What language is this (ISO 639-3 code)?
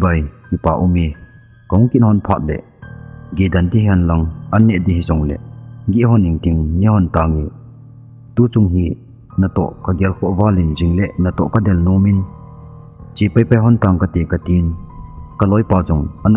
tcz